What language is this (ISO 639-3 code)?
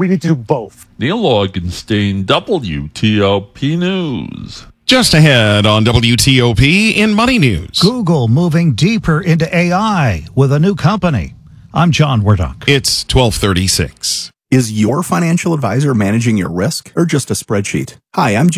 eng